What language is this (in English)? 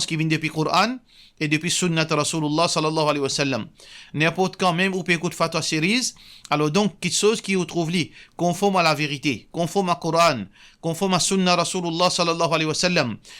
Morisyen